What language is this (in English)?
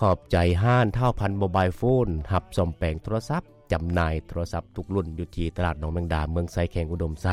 Lao